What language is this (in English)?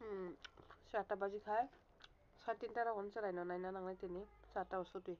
Kok Borok